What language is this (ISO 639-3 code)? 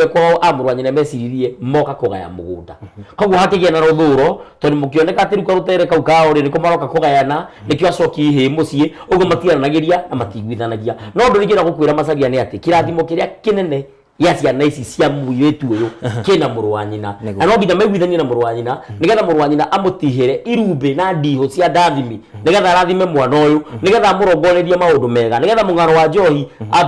kik